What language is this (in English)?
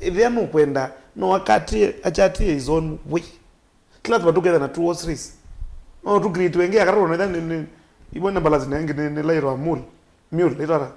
Kamba